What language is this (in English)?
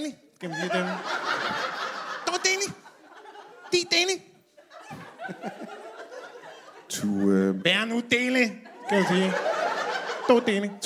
Danish